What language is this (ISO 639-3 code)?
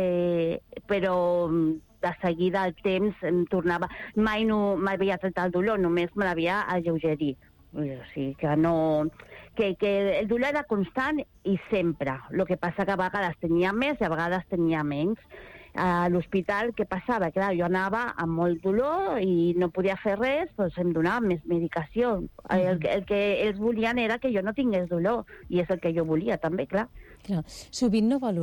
cat